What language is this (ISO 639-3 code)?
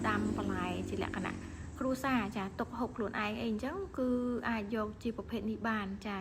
khm